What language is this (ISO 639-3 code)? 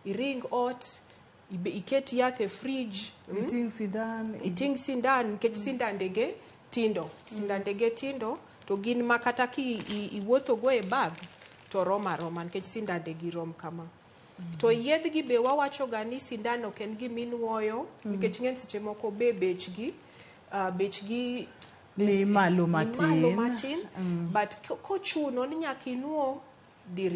luo